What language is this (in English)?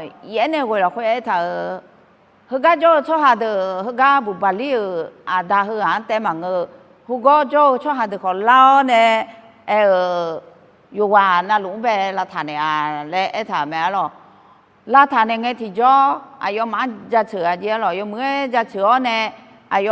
Akha